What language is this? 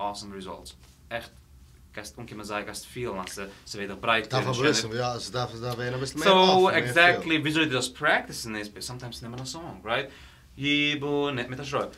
Yiddish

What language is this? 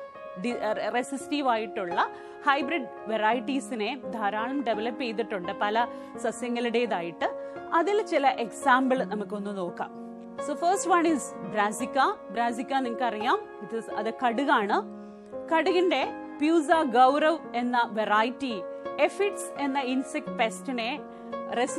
Malayalam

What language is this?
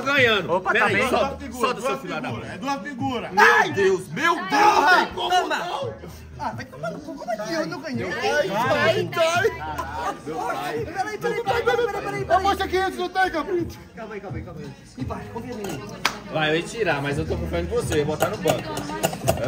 Portuguese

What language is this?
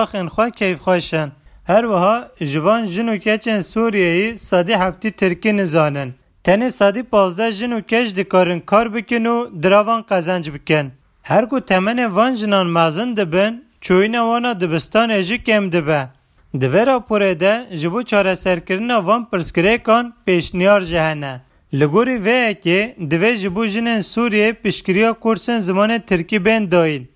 Kurdish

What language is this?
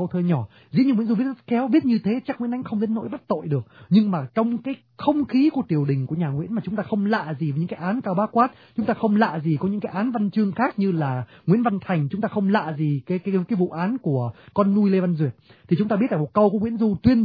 Vietnamese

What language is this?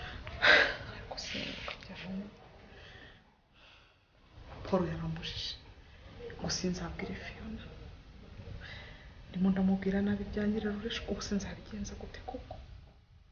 Kinyarwanda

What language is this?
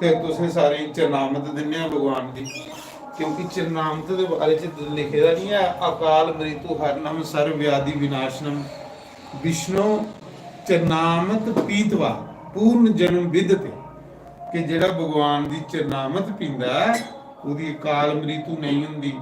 Dogri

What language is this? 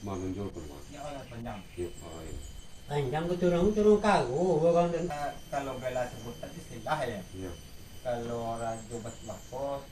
Minangkabau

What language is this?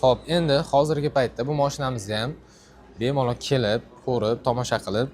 Uzbek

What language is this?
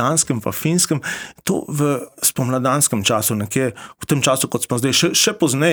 Slovenian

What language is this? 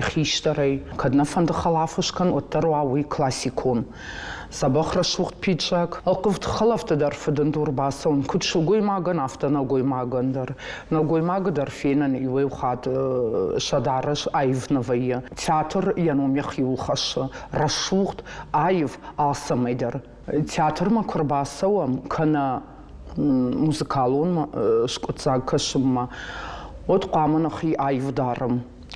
Ossetic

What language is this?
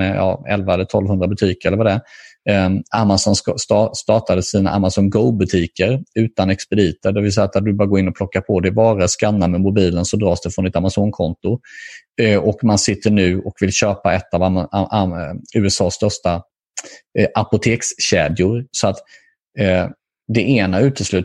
Swedish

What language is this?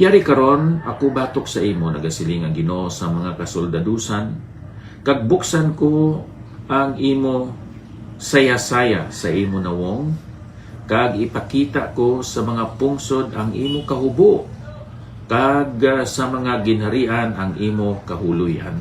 Hiligaynon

